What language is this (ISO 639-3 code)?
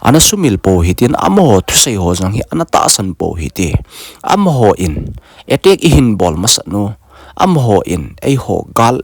tcz